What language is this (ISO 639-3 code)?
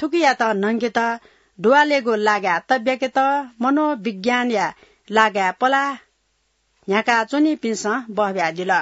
new